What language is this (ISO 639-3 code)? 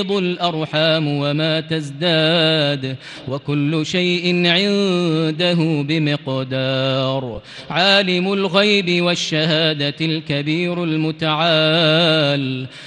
ara